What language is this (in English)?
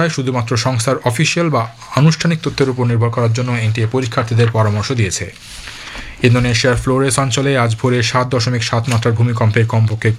Bangla